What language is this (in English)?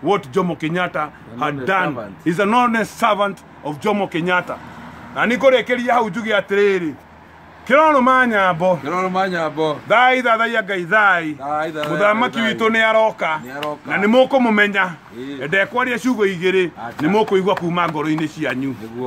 Kikuyu